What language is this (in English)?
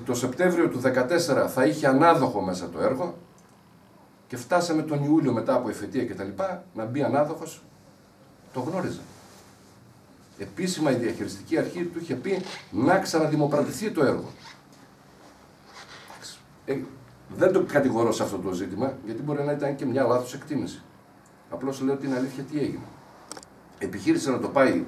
Greek